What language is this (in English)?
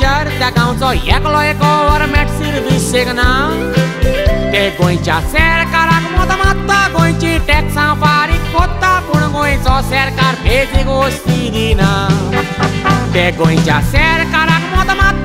Konkani